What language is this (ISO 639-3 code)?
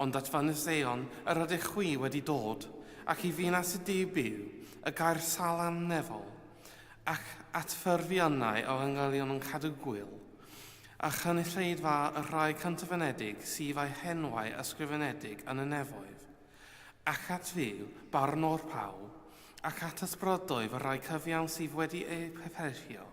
cym